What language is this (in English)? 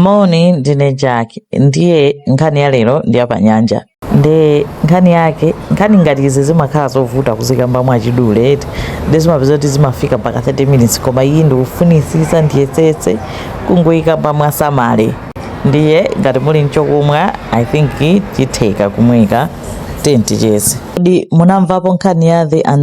Nyanja